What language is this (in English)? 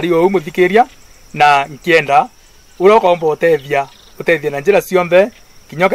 Meru